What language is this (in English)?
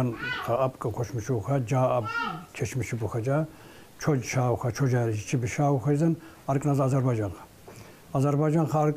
Tsakhur